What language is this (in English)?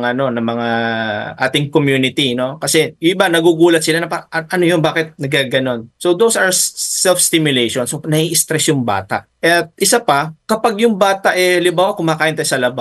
Filipino